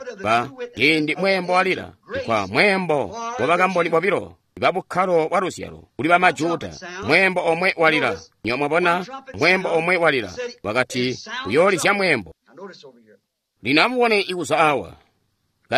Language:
Tonga (Zambia)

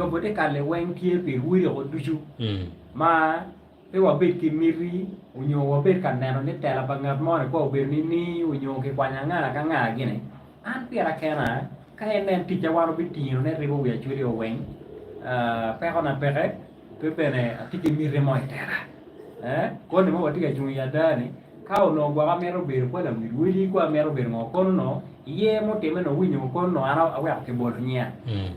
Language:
Acoli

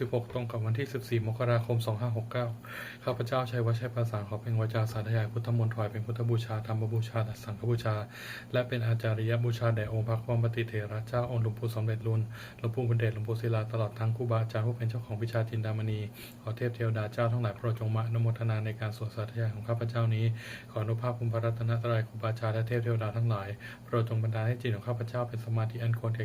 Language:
Pali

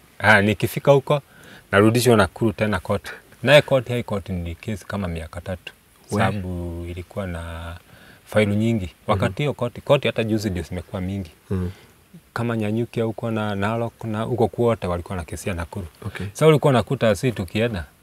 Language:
Swahili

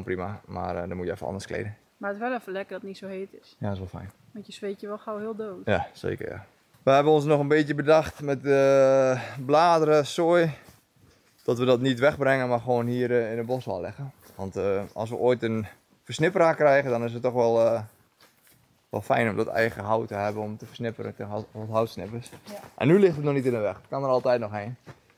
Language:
Dutch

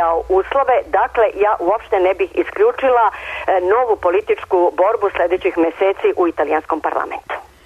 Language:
Serbian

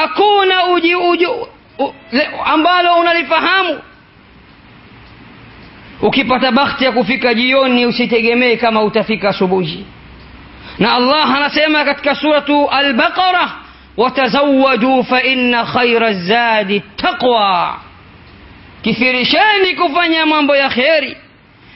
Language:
Swahili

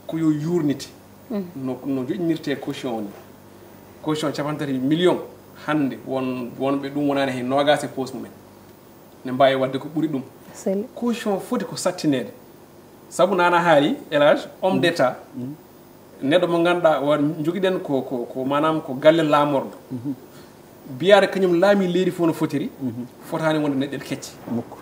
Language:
Fula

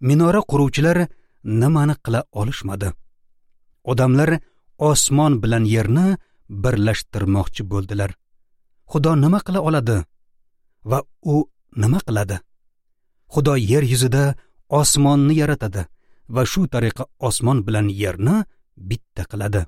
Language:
Uzbek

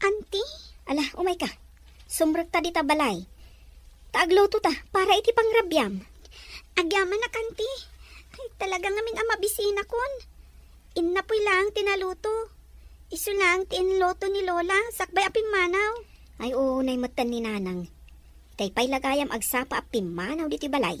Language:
Iloko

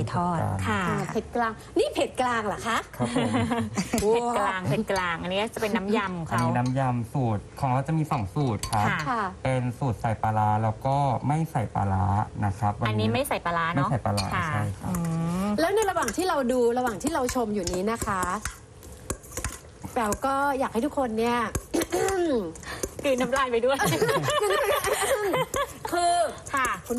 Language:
Thai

